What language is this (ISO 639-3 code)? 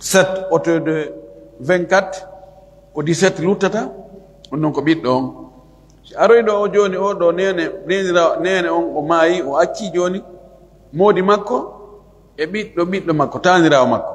ful